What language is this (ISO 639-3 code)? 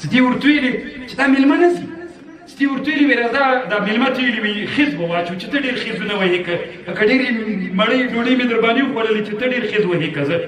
pus